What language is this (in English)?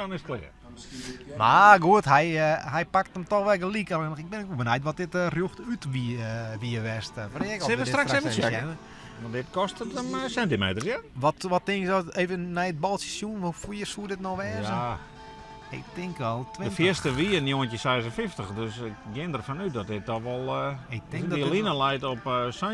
Western Frisian